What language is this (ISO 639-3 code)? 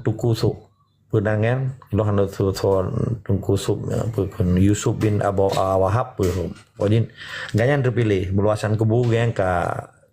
ace